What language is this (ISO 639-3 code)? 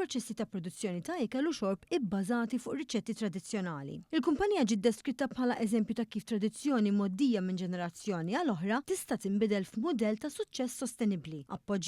mlt